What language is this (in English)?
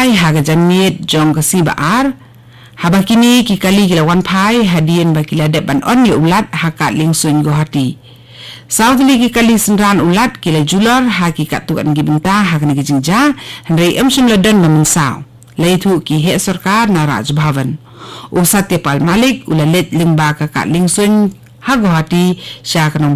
Khasi